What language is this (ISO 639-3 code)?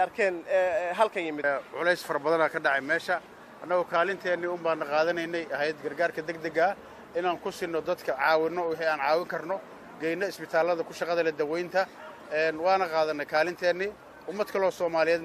som